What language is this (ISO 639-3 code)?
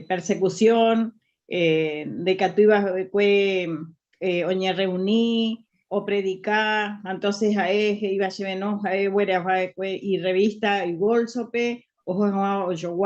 grn